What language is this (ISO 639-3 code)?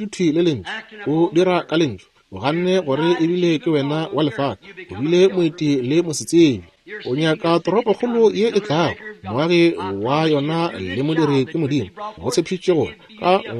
nso